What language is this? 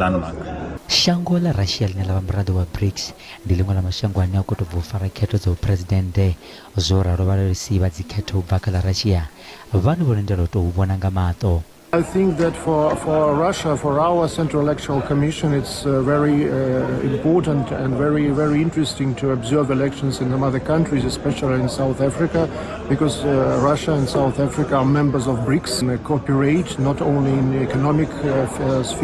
Venda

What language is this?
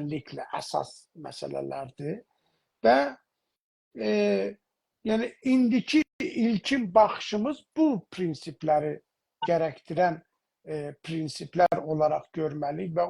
South Azerbaijani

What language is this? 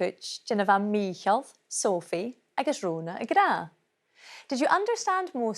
Scottish Gaelic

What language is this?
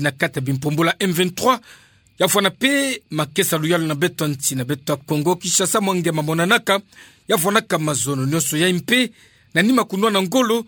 Kituba (Democratic Republic of Congo)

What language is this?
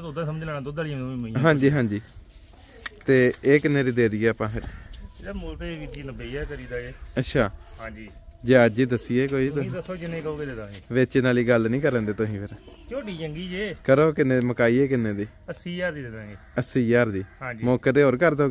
Punjabi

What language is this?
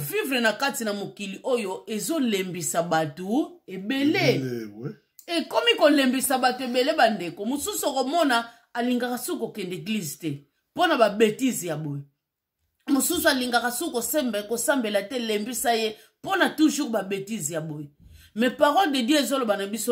Lingala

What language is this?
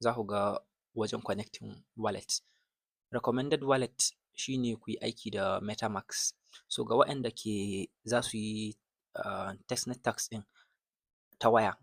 Hausa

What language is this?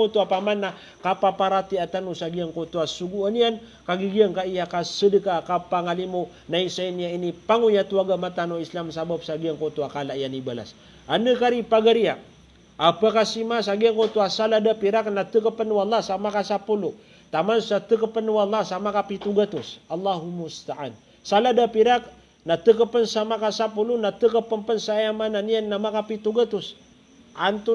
Maranao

